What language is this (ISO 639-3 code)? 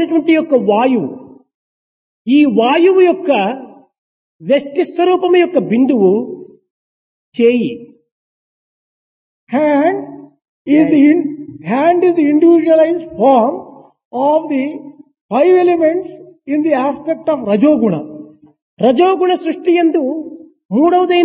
tel